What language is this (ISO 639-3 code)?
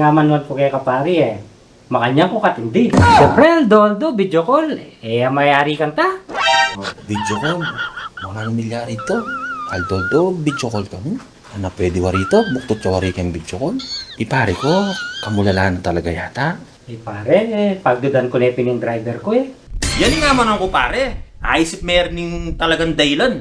pam